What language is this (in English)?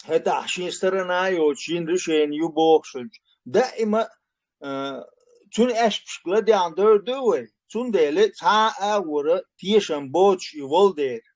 Chechen